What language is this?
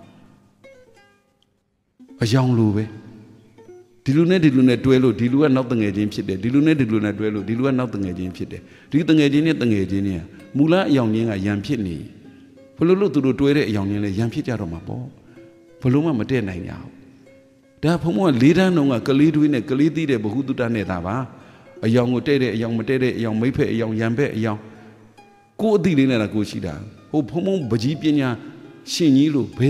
Burmese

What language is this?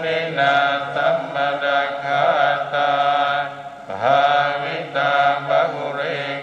Pali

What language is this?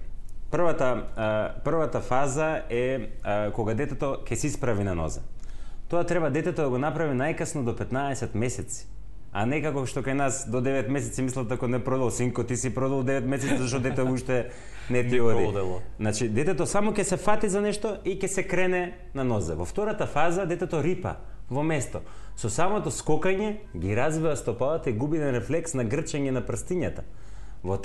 Macedonian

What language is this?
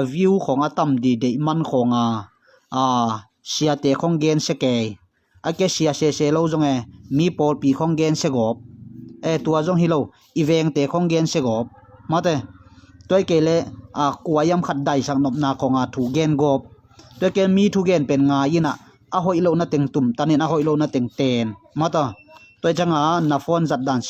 Tedim Chin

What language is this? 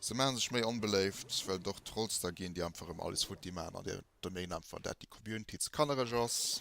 Luxembourgish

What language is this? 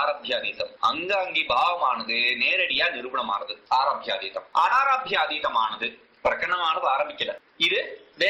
Tamil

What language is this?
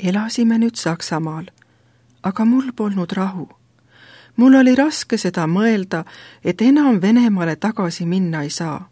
Estonian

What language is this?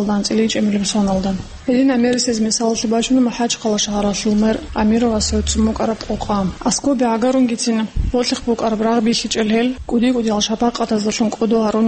Avaric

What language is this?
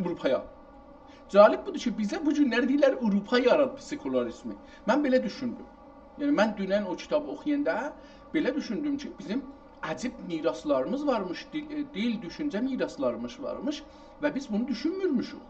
South Azerbaijani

